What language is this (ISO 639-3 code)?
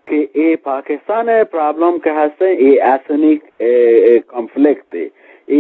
bgp